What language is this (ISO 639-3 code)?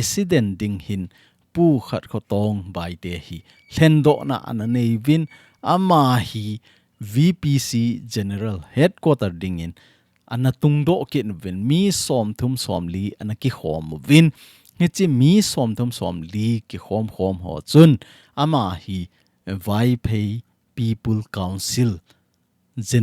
tcz